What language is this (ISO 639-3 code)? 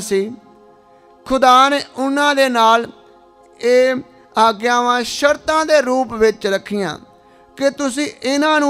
pan